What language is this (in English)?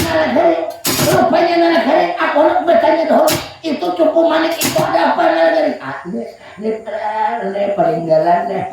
Banjar